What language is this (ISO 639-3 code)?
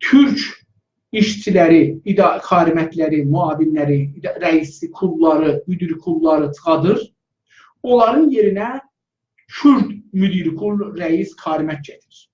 azb